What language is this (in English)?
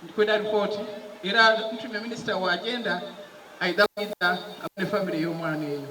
Soga